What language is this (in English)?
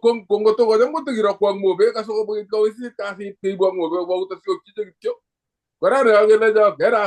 Kalenjin